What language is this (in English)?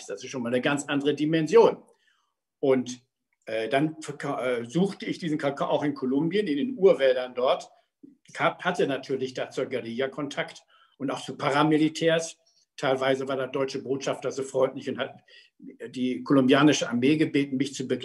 German